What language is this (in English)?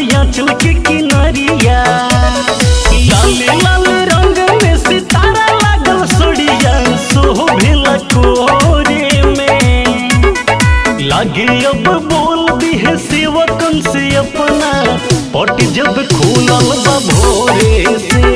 Bhojpuri